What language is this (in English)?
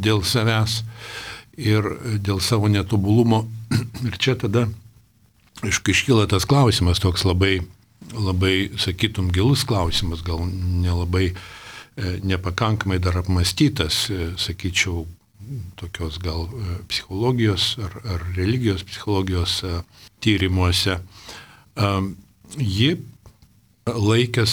Lithuanian